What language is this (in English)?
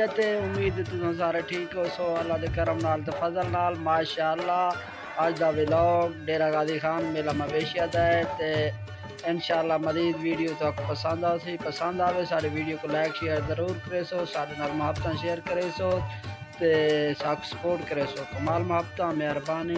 Saraiki